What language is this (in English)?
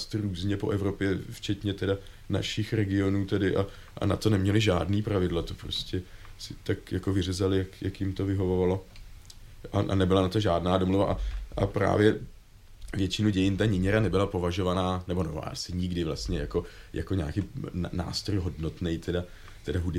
Czech